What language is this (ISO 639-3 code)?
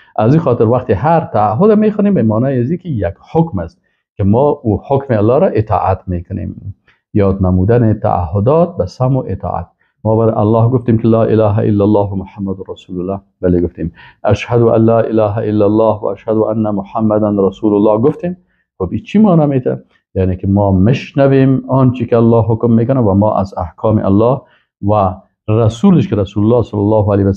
fas